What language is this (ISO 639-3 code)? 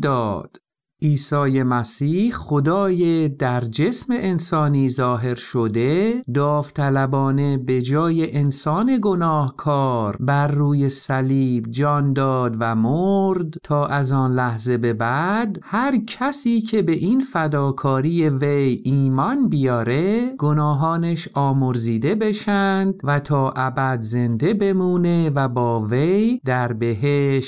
fas